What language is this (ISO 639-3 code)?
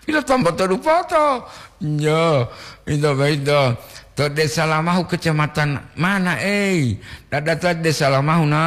gor